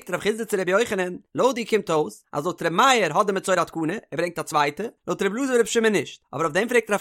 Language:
Yiddish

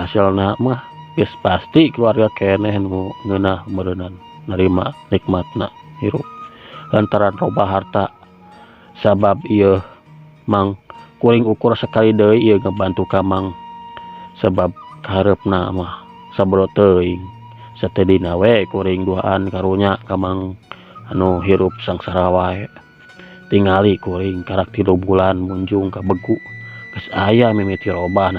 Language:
Sundanese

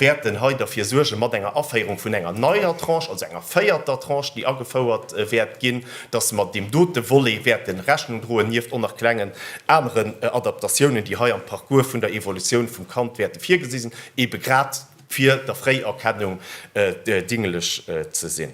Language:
Luxembourgish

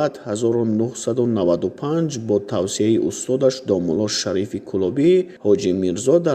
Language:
Tajik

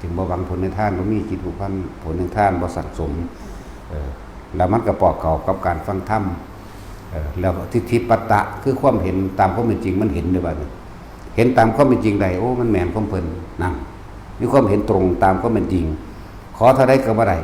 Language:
Northeastern Thai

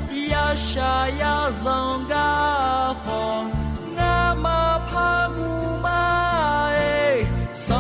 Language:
Akha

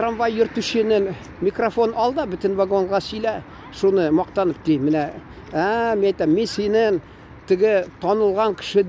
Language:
Tatar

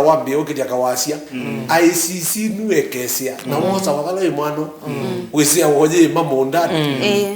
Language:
Kamba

